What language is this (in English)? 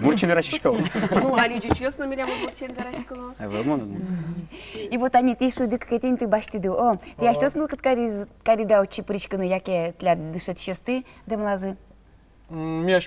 Udmurt